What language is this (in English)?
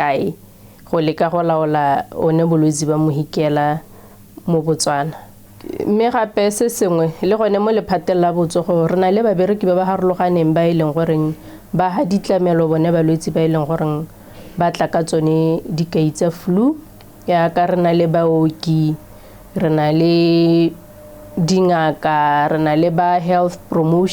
Tswana